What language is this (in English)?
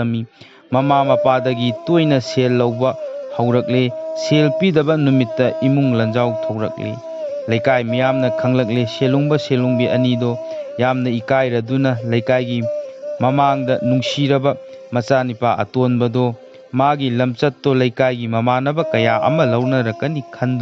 Manipuri